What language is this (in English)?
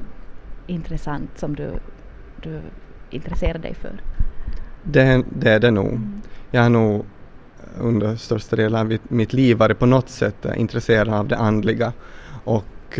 Swedish